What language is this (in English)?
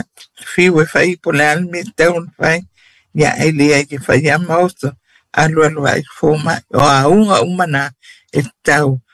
Samoan